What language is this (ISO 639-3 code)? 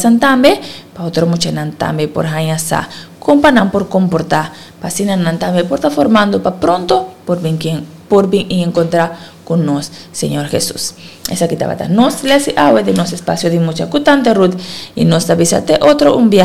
pap